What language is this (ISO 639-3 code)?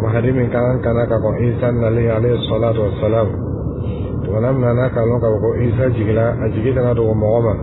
dyu